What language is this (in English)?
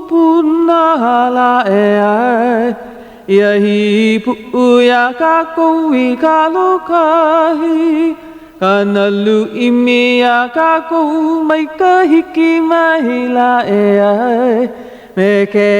Hawaiian